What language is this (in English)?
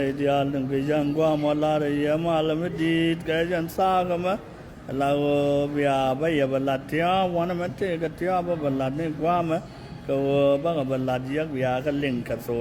Nuer